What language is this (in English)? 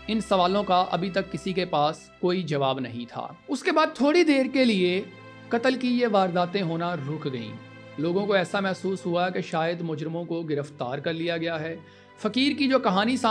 Urdu